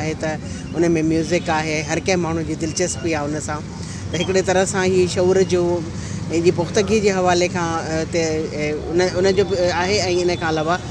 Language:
Sindhi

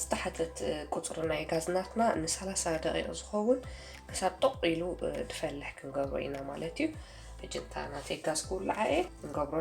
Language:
Tigrinya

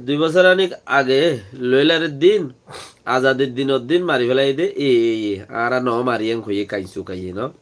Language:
Rohingya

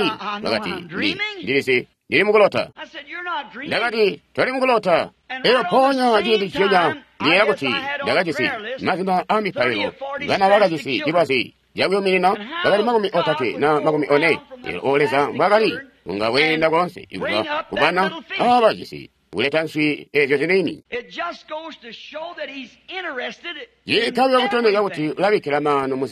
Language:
Tonga (Zambia)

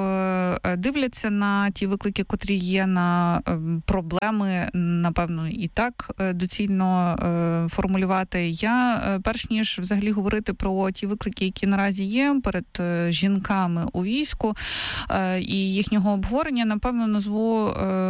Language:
Ukrainian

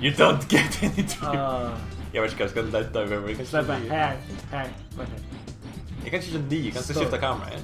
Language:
Faroese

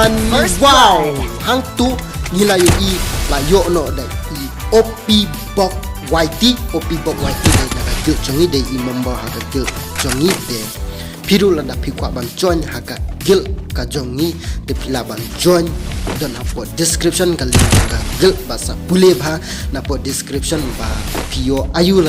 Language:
Khasi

